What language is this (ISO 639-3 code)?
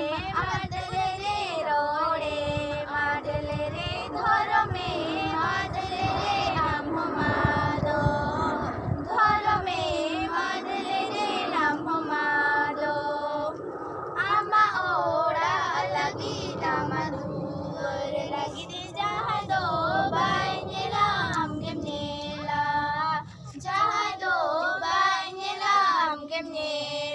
sat